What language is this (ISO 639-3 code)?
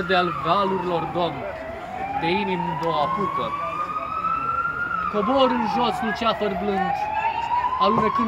ron